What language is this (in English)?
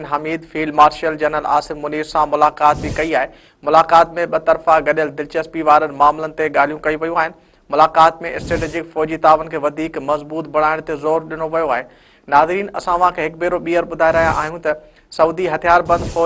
Sindhi